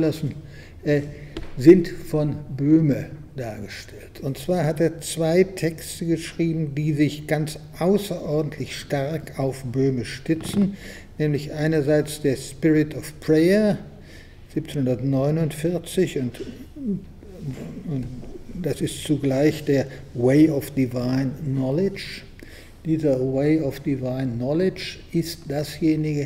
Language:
German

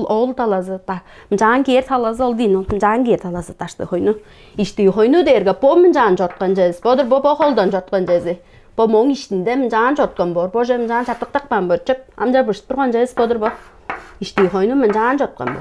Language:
Tuvinian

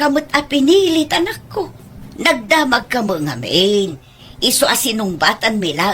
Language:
Iloko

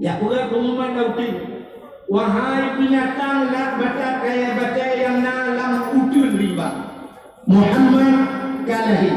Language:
Achinese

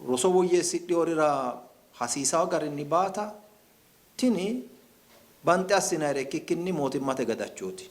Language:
Sidamo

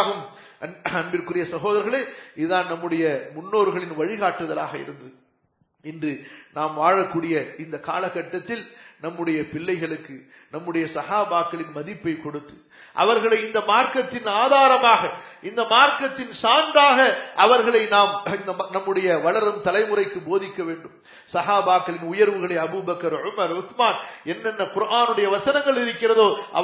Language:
Tamil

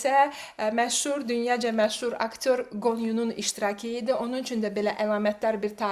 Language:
Azerbaijani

